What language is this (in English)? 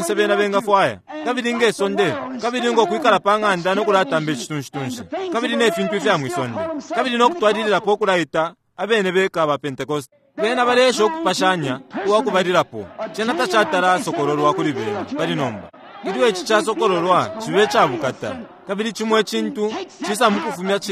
Bemba